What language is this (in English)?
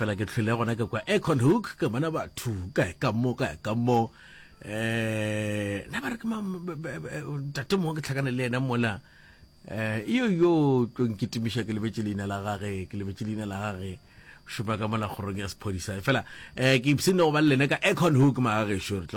Northern Sotho